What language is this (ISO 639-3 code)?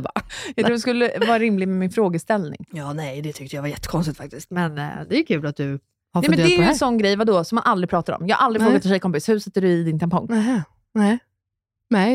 swe